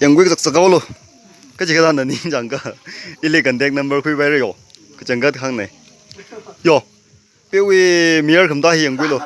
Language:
Tangkhul Naga (India)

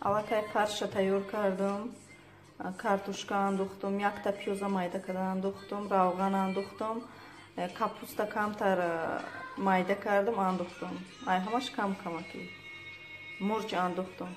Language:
Tajik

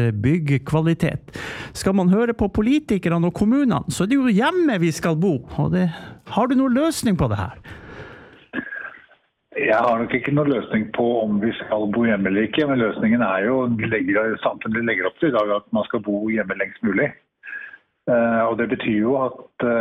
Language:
Norwegian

